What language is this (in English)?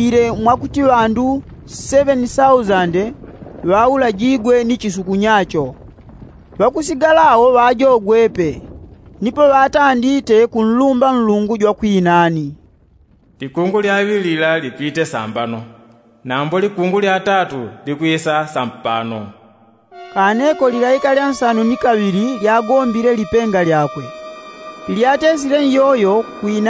Yao